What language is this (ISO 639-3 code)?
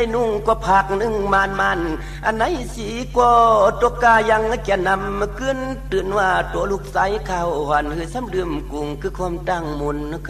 shn